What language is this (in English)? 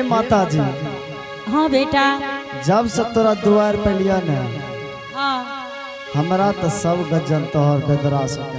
Angika